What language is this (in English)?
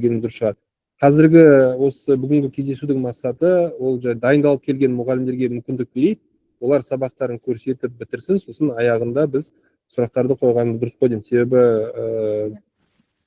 Kazakh